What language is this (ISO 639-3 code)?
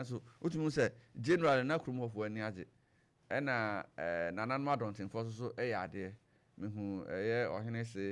aka